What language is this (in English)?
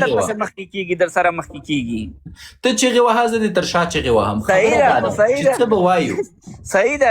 Pashto